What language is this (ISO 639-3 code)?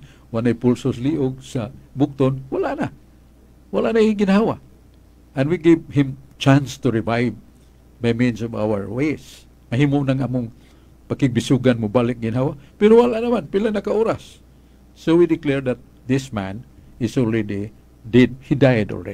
ceb